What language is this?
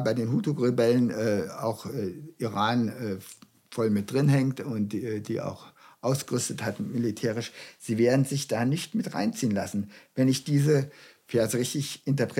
German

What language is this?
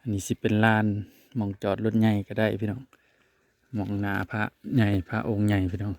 Northeastern Thai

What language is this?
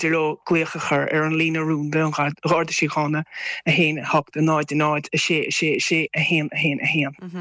Irish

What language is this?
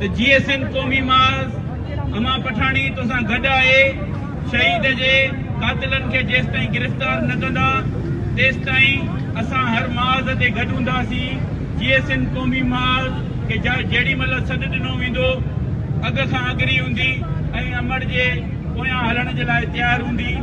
Sindhi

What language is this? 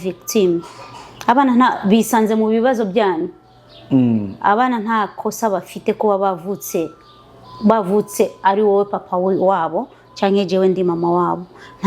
Kinyarwanda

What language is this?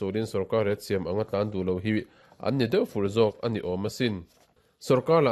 Mizo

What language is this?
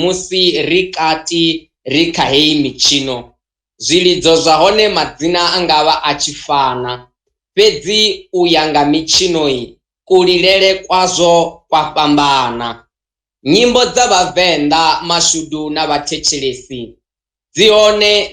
Venda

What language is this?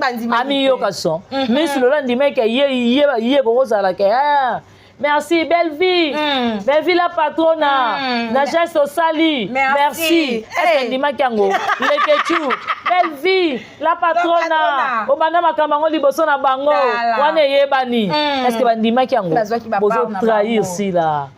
Lingala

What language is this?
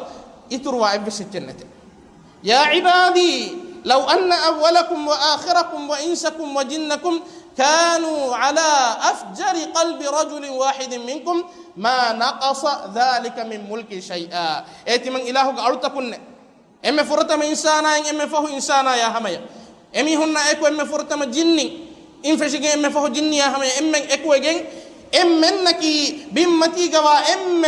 Divehi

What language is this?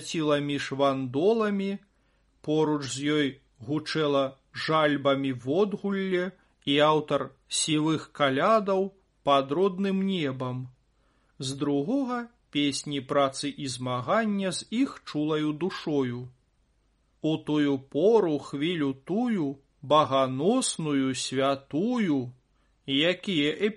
Belarusian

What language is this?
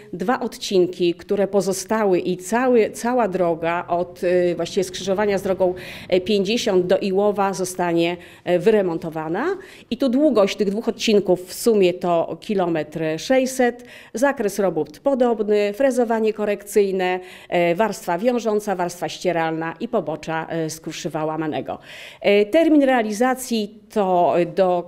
Polish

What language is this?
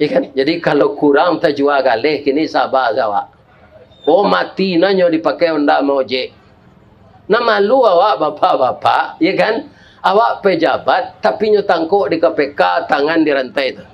Minangkabau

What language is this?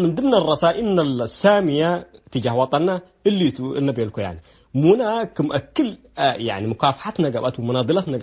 Tigre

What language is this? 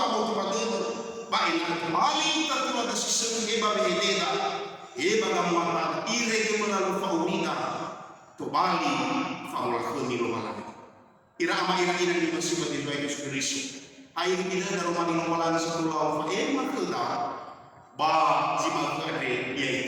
Nias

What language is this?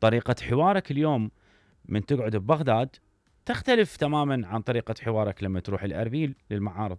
Mesopotamian Arabic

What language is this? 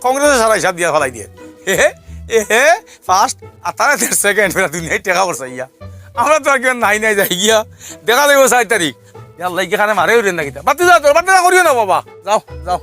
Sylheti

